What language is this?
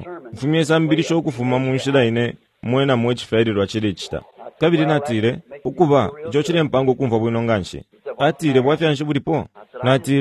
Bemba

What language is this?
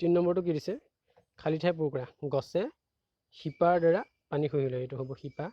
Assamese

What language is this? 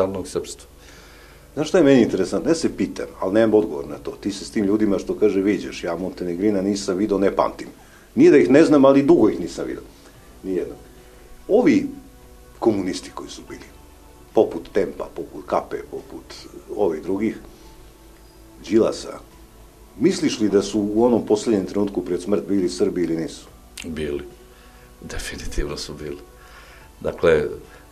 Serbian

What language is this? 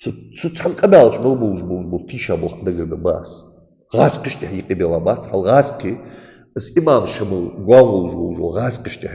Ingush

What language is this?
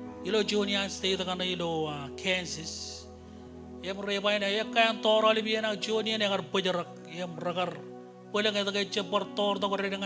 Marshallese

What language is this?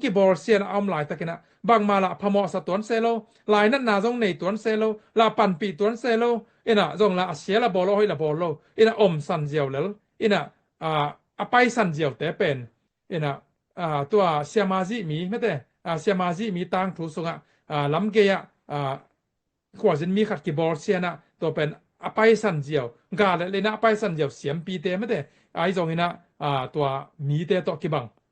Tedim Chin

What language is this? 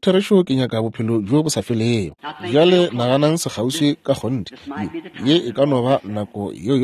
Northern Sotho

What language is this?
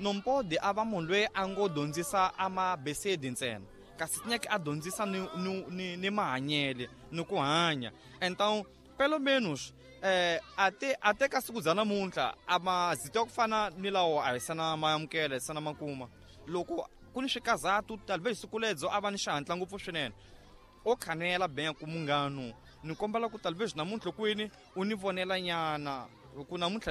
Tsonga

